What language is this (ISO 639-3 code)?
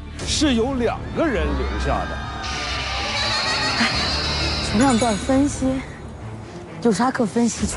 zho